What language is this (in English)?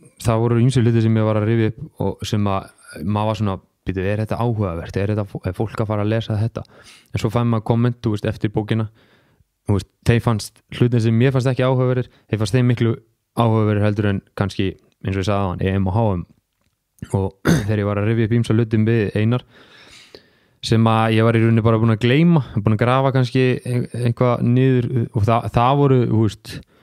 Icelandic